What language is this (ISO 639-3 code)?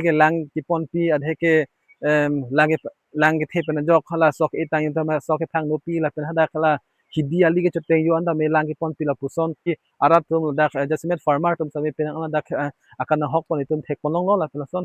mjw